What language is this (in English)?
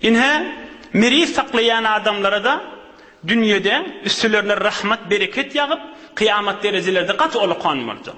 Turkmen